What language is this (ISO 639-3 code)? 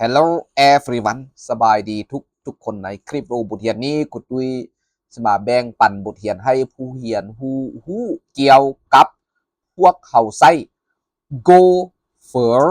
lao